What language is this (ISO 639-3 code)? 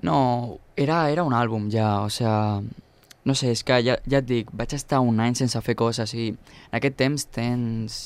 cat